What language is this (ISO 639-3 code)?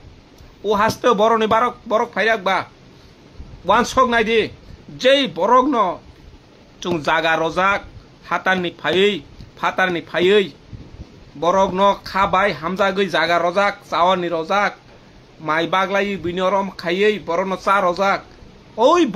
trp